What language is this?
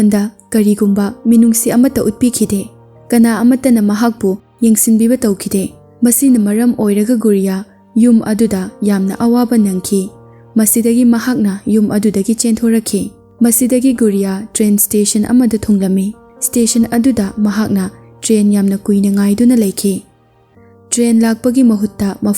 Manipuri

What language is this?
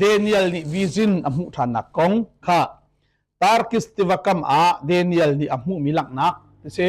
Hakha Chin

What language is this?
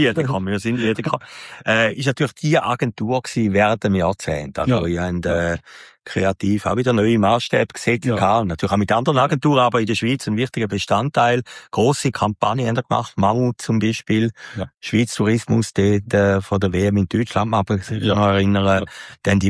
German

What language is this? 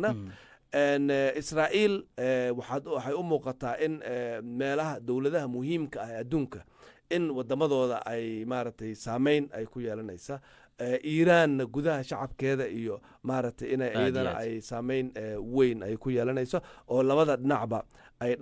Somali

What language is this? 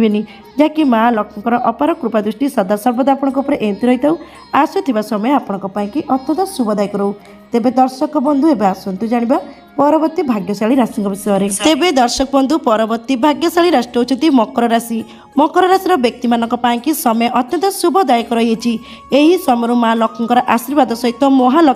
Odia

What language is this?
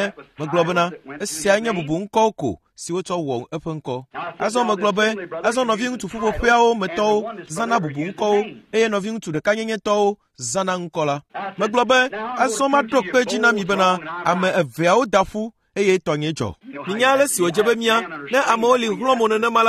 Ewe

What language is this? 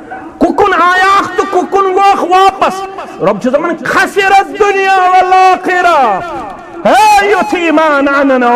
Kashmiri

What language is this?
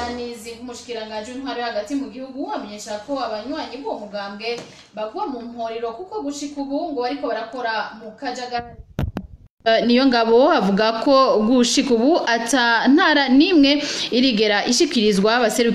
Rundi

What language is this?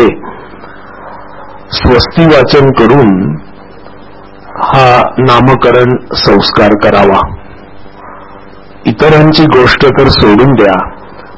Marathi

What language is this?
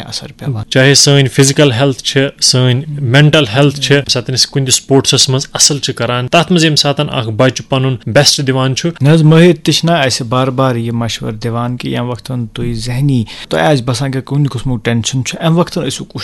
Kashmiri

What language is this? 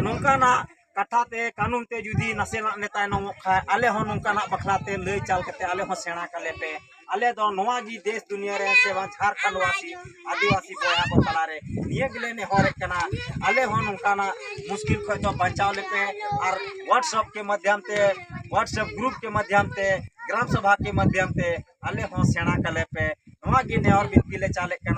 Santali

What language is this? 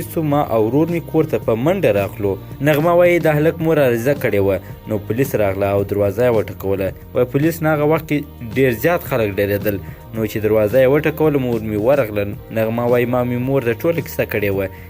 Pashto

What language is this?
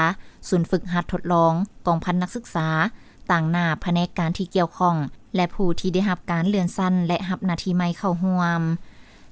Lao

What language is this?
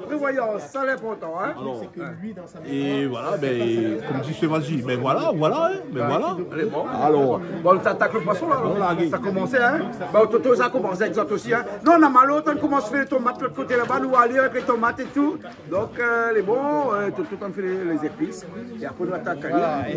Réunion Creole French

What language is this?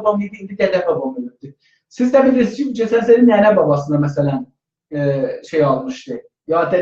South Azerbaijani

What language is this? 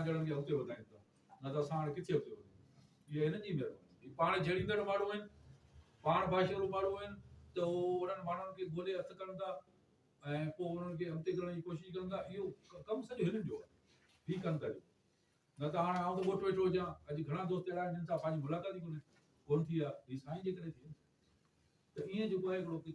Sindhi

